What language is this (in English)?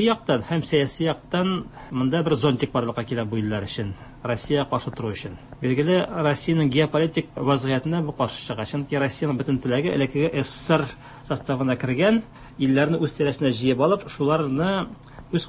Tatar